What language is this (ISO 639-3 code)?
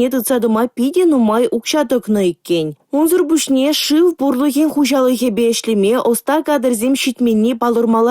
chv